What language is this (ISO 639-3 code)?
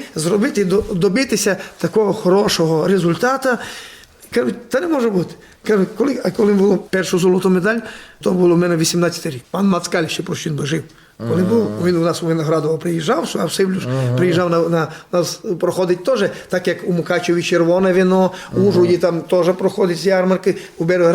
rue